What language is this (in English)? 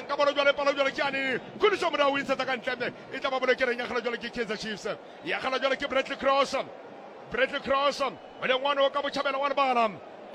Southern Sotho